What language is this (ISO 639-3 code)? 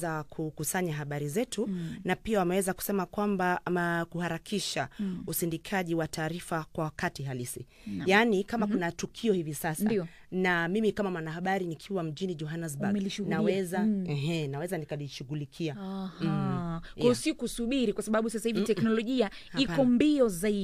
swa